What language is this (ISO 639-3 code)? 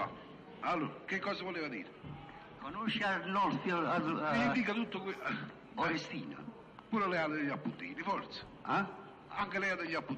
ita